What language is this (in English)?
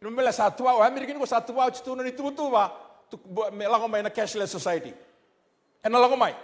Fijian